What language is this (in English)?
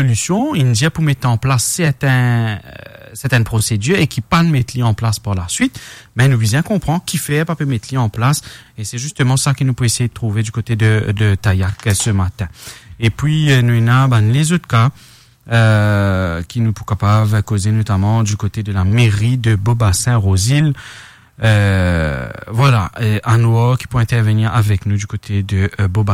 Morisyen